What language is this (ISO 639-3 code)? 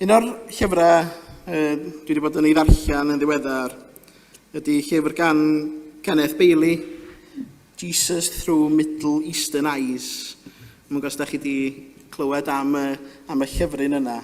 cym